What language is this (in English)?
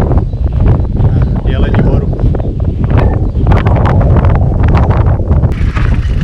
Slovak